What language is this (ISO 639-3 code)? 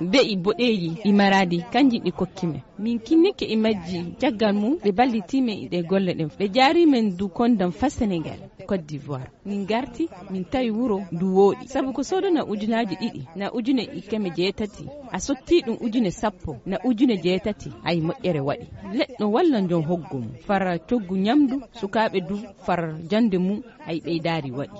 ful